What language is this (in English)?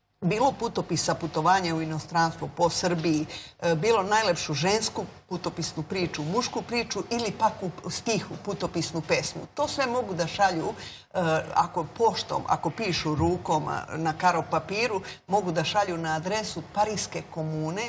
Serbian